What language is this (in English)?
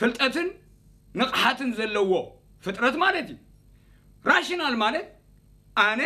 Tigrinya